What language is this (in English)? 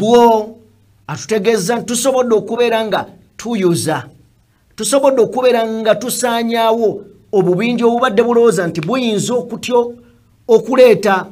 Ganda